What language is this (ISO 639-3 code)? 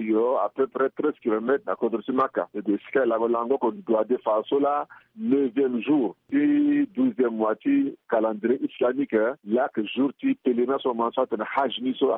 sag